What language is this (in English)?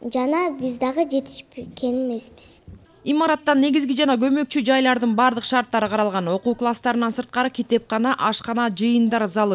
Kyrgyz